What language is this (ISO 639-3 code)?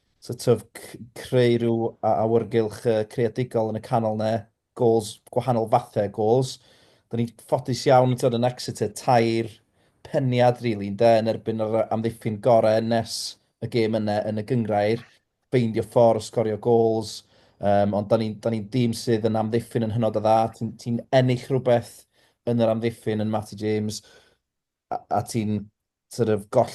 cym